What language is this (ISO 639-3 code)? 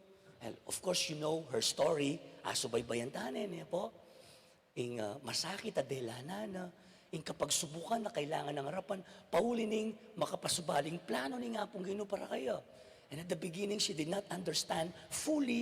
pam